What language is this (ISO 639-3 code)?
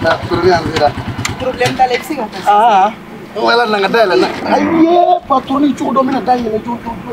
bam